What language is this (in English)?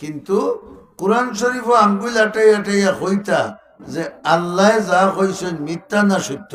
Sylheti